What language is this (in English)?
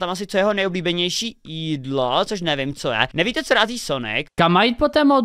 Czech